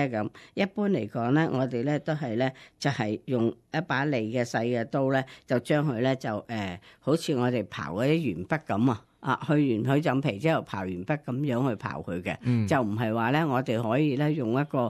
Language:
Cantonese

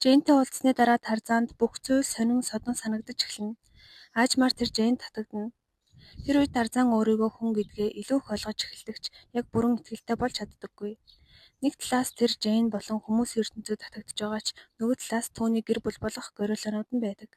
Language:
Mongolian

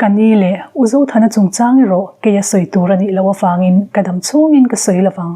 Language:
Mizo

